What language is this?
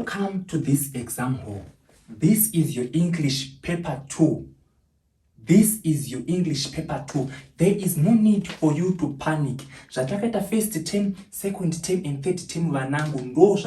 Shona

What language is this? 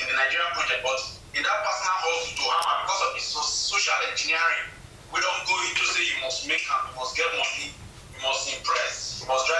Nigerian Pidgin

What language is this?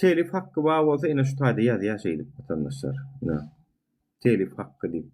Turkmen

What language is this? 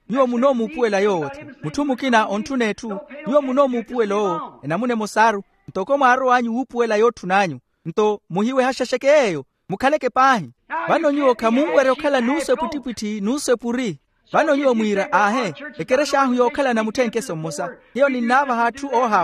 Makhuwa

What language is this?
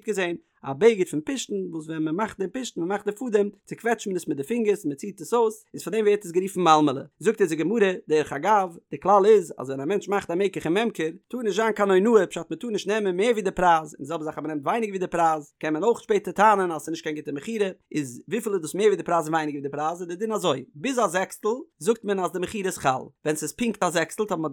Yiddish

